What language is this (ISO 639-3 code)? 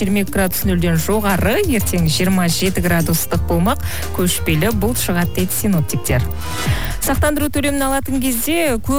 kaz